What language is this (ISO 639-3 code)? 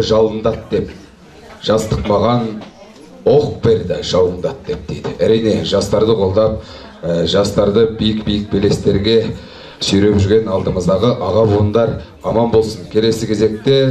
kaz